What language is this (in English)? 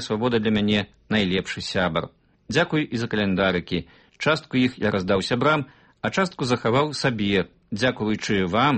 Belarusian